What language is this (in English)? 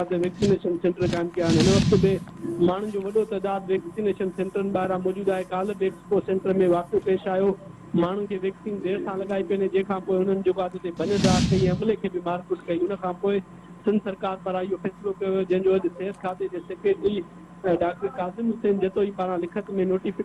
Sindhi